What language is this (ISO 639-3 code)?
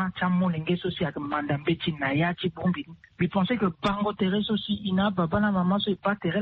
sag